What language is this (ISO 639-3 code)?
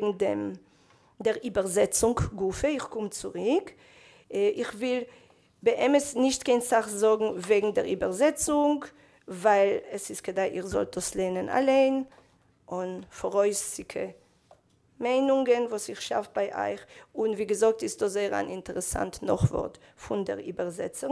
yid